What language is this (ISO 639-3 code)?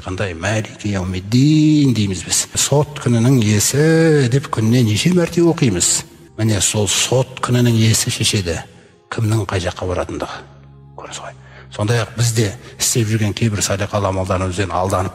kaz